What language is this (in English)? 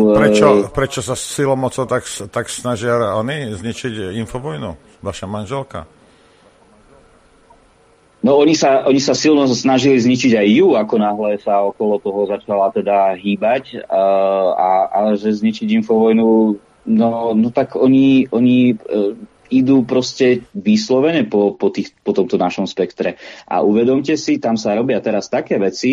Slovak